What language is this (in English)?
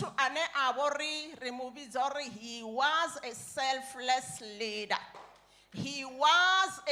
Venda